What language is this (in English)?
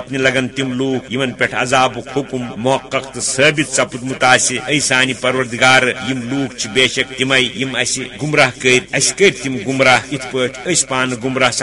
Kashmiri